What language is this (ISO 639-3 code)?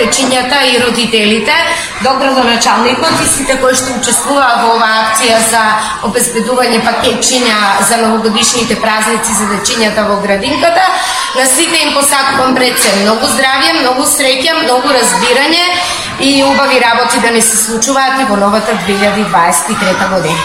mkd